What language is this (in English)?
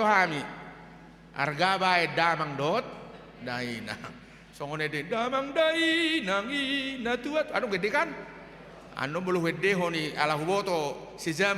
Batak Toba